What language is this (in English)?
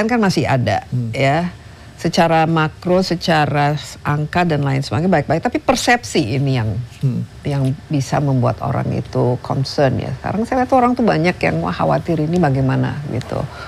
Indonesian